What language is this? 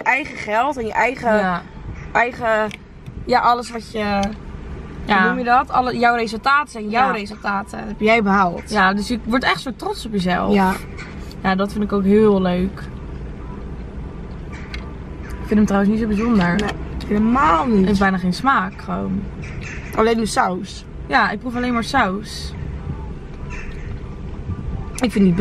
Dutch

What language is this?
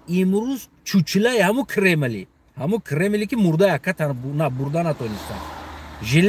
Tajik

